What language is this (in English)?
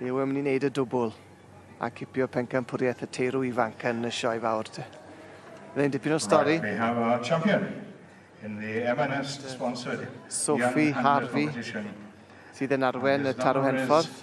Welsh